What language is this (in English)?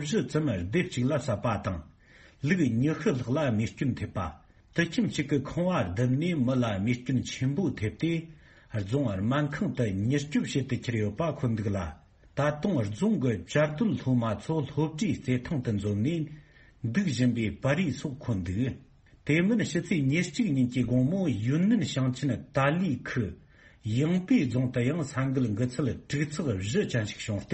Tibetan